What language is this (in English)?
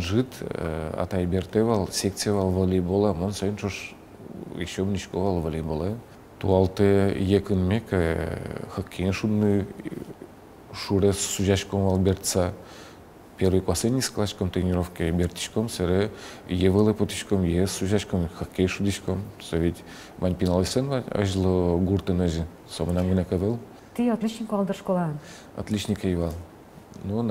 Udmurt